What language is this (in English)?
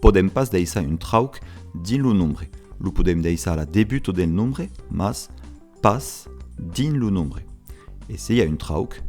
Occitan